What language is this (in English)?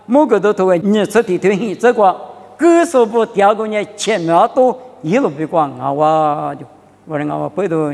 Lisu